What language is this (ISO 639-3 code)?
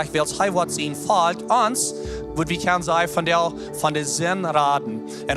pdt